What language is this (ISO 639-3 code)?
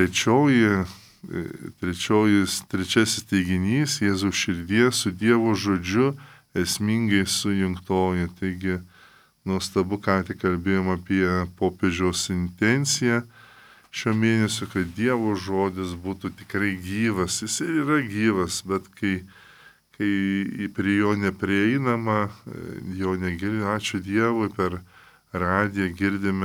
lit